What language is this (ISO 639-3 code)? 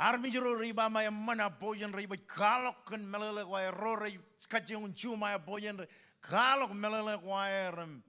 mah